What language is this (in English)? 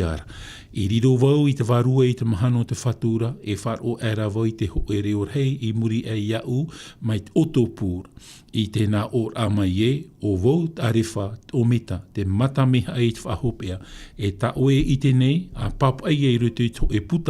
Tahitian